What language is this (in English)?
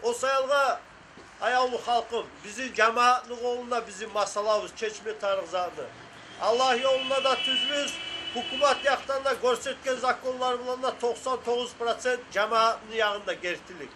Kumyk